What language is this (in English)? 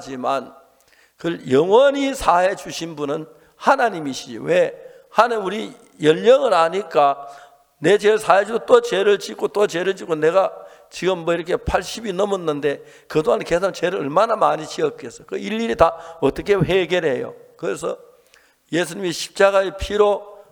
Korean